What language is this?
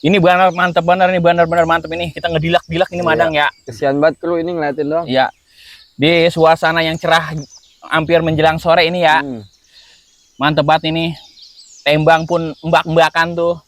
Betawi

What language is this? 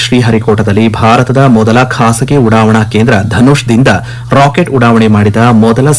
Kannada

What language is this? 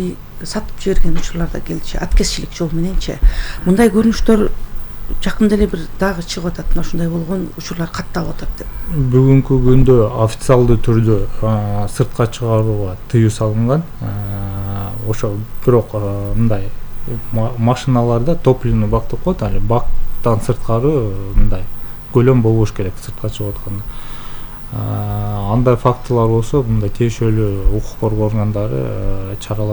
Kyrgyz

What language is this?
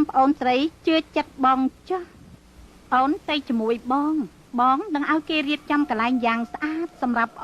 Khmer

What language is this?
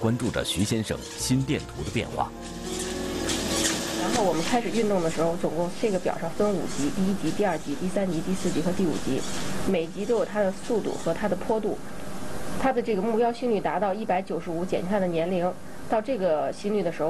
Chinese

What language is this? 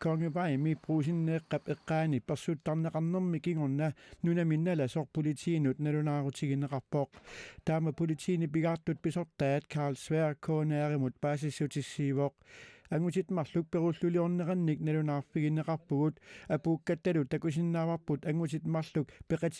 Kalaallisut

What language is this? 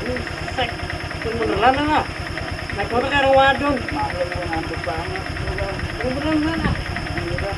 Betawi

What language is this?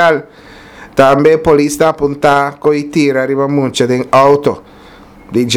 Papiamento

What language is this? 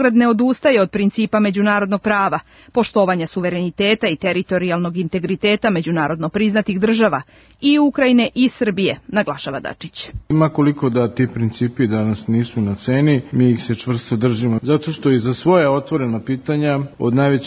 Serbian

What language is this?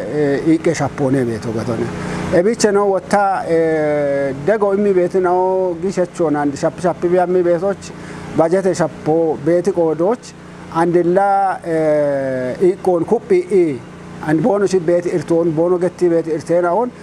Kafa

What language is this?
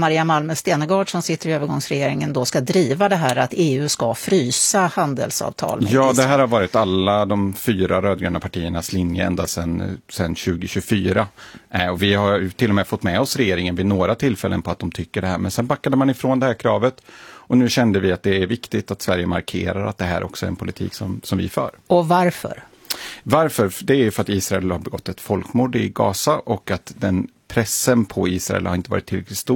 Swedish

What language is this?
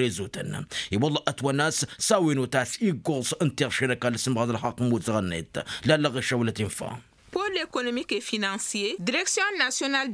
Tamasheq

